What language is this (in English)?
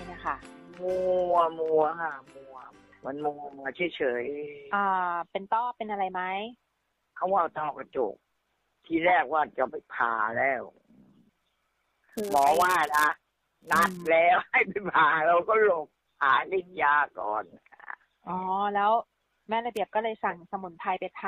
Thai